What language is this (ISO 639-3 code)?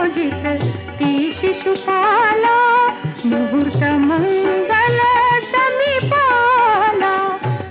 mar